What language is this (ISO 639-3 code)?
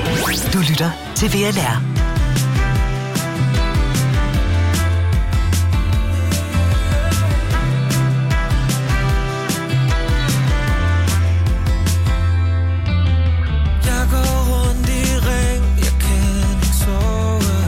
dan